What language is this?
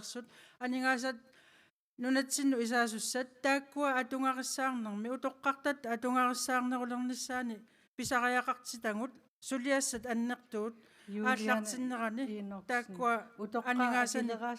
Kalaallisut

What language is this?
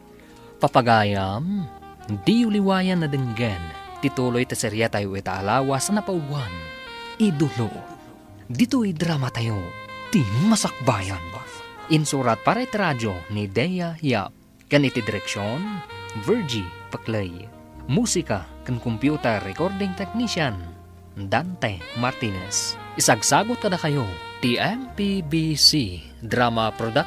Iloko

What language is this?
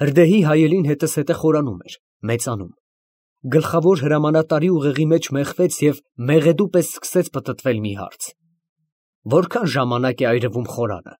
Armenian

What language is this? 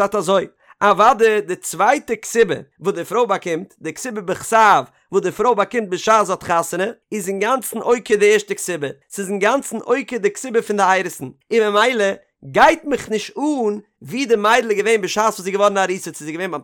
Yiddish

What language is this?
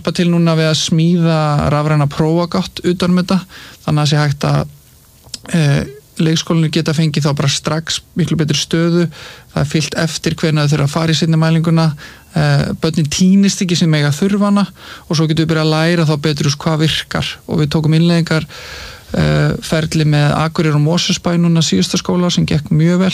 Icelandic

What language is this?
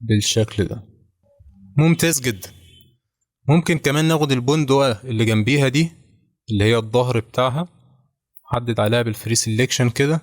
Egyptian Arabic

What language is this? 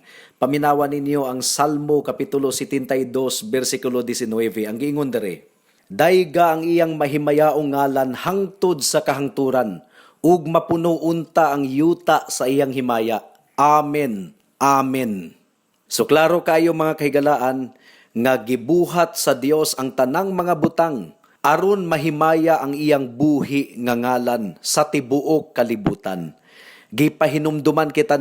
Cebuano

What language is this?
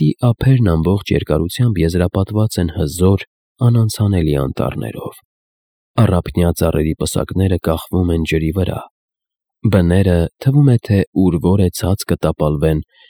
Armenian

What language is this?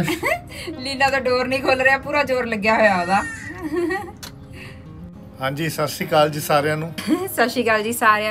Punjabi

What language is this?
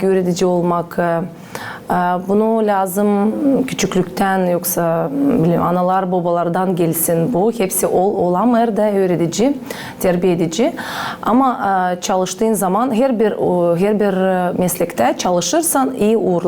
Gagauz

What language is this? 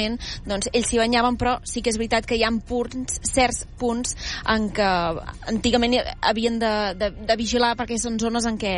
Catalan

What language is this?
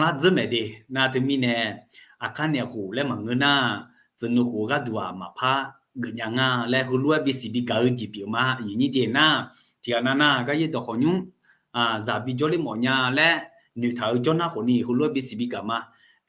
Akha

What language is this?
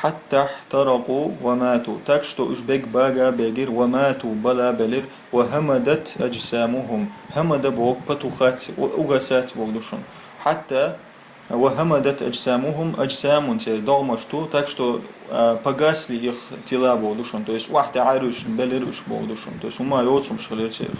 Chechen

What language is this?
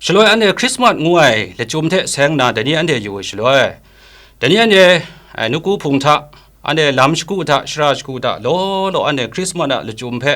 Kachin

